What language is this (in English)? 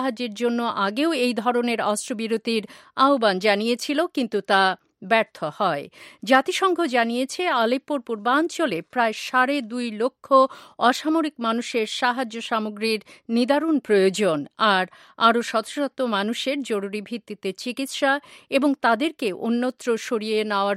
Bangla